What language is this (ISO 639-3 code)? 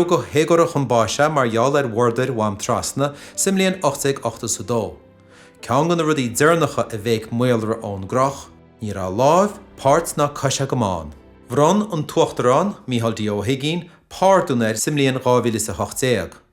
gle